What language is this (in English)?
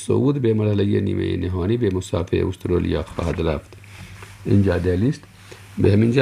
Persian